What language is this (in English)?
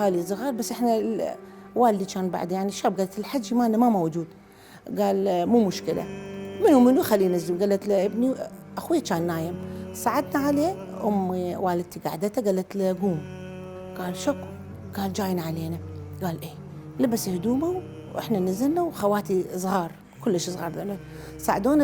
Mesopotamian Arabic